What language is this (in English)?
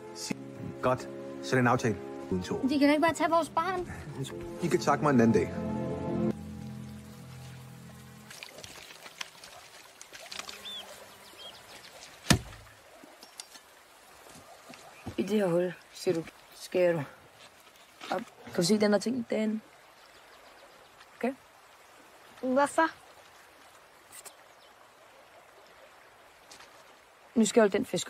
Danish